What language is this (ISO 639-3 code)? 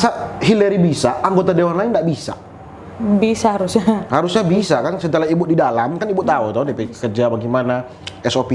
xmm